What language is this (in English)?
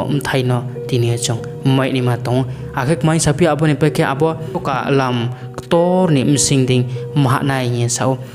Riang (India)